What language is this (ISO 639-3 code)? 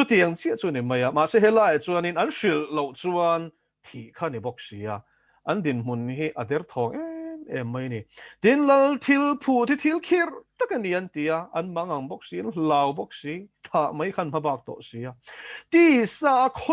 lus